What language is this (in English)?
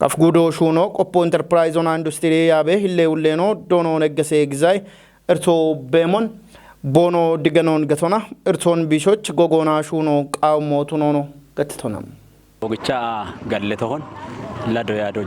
Kafa